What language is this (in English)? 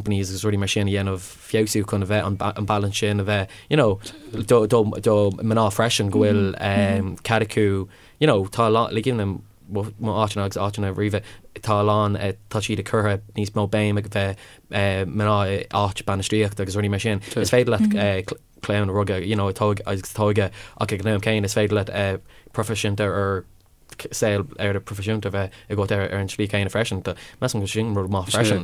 Irish